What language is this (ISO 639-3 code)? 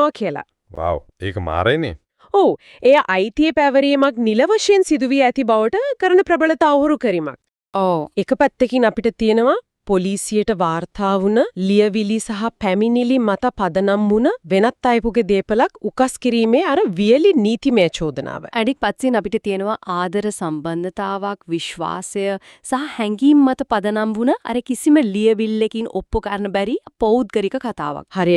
sin